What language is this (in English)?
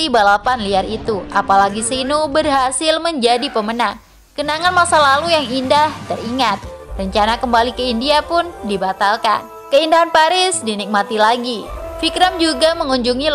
Indonesian